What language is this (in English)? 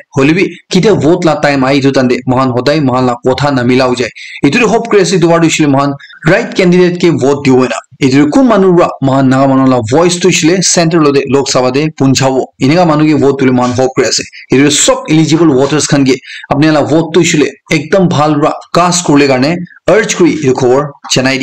Naga Pidgin